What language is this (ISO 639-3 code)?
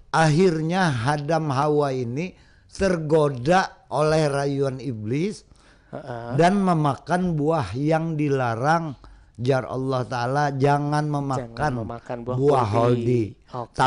bjn